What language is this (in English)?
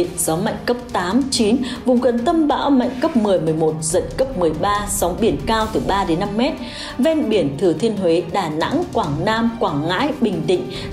Vietnamese